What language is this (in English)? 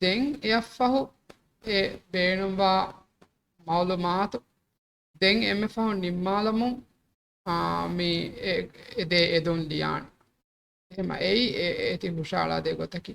Divehi